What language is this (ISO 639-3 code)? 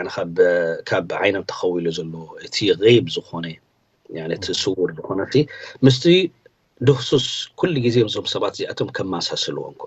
tir